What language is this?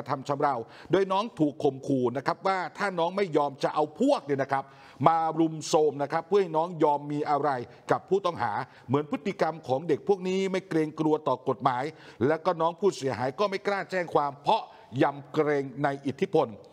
Thai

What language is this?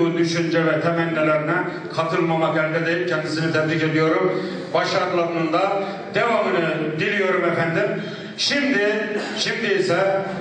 Turkish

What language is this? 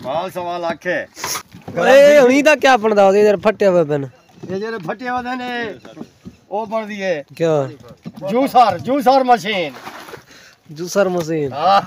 Saraiki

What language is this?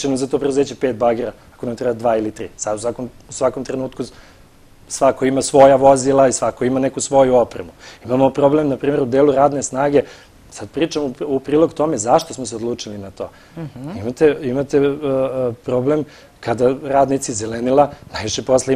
Serbian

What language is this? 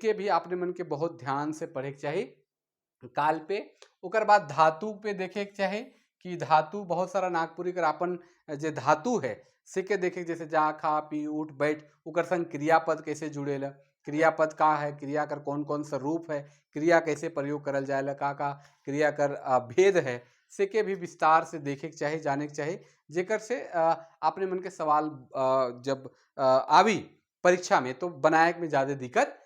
Sadri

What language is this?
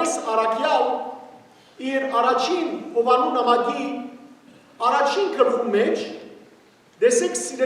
Western Armenian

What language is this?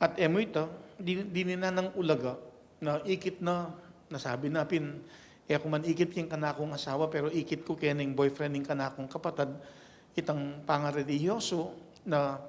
Pampanga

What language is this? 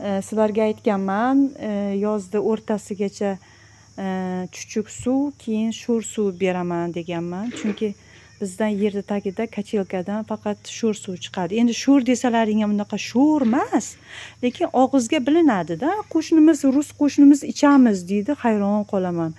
Uzbek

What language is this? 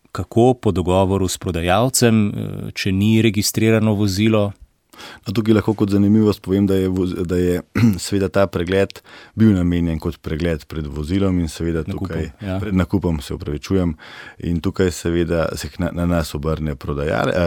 Slovenian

